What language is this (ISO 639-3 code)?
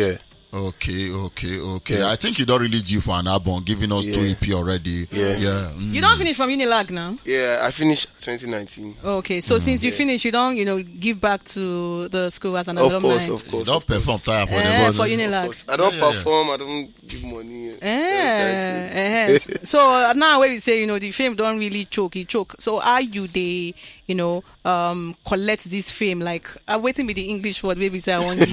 pcm